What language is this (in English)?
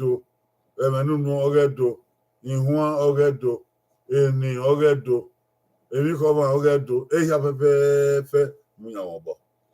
Bini